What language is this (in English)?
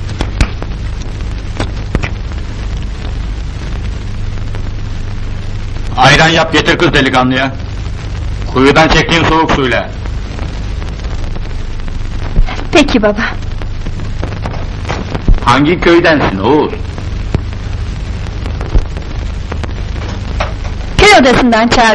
Turkish